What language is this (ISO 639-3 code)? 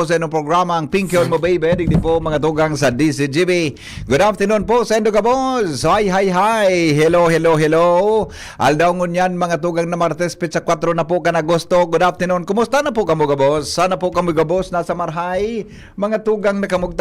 bik